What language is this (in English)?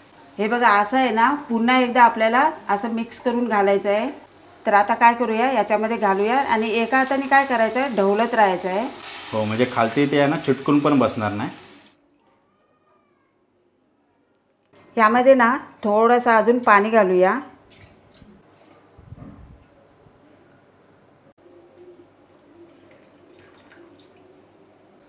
Marathi